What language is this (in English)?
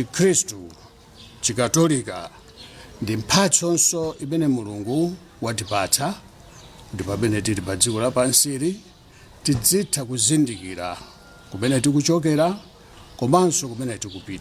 Nyanja